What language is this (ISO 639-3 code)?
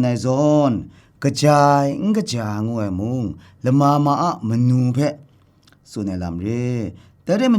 kac